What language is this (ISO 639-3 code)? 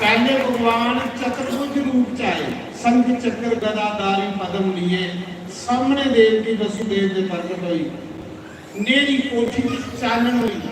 doi